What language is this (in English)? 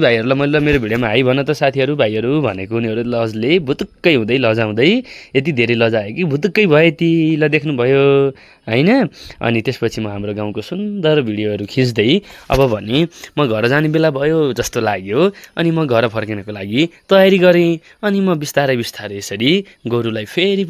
Nepali